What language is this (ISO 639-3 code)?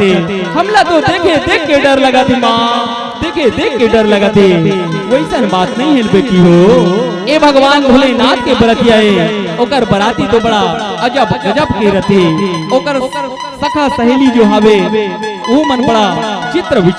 hne